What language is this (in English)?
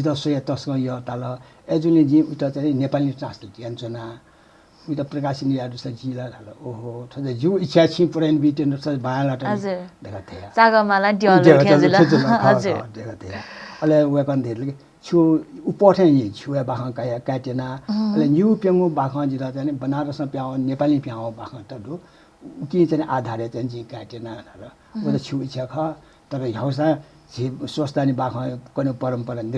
Newari